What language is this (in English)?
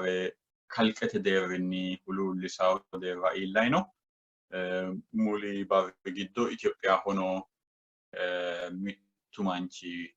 Sidamo